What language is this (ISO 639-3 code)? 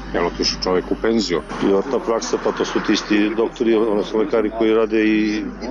srp